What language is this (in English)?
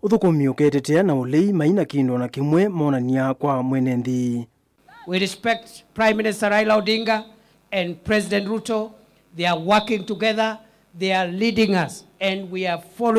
Kamba